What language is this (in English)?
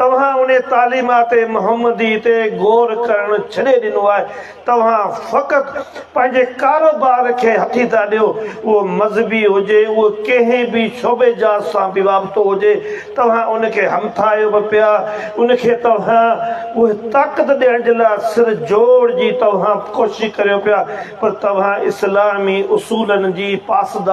Sindhi